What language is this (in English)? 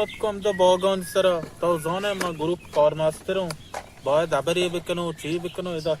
Baluchi